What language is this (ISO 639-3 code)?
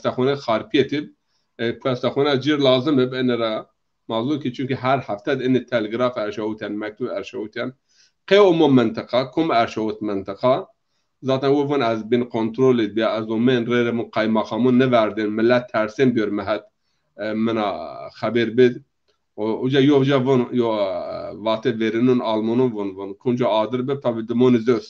zza